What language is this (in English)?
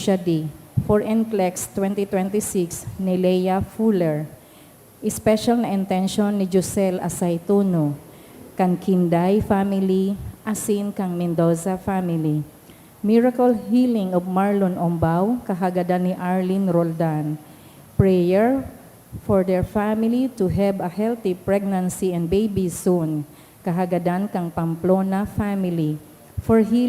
Bikol